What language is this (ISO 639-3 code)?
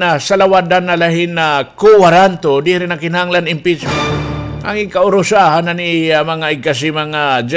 war